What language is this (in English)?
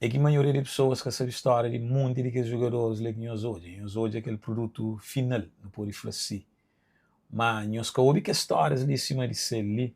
Kabuverdianu